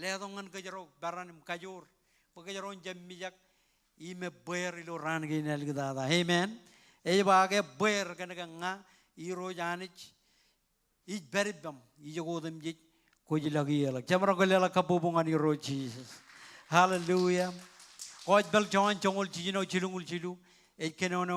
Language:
Marshallese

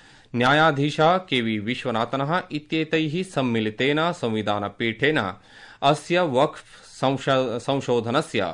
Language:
Sanskrit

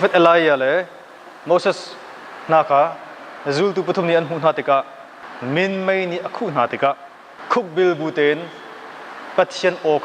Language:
Hakha Chin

